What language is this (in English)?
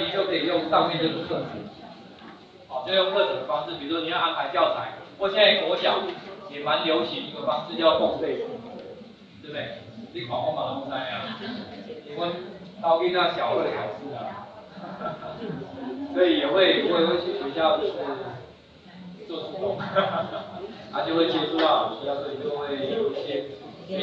Chinese